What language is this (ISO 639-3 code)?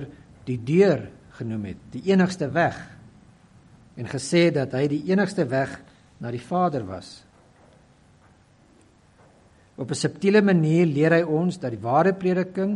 afr